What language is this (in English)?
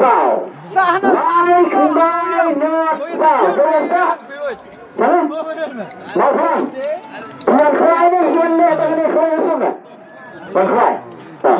Khasi